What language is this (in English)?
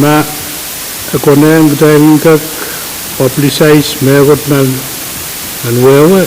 Pohnpeian